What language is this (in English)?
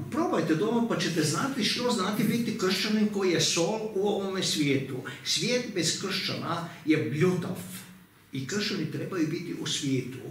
Croatian